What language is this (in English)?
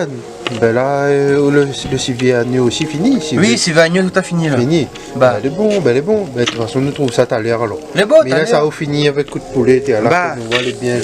Réunion Creole French